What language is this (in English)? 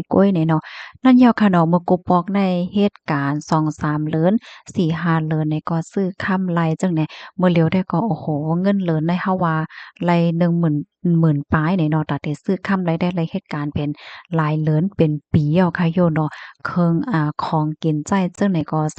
Shan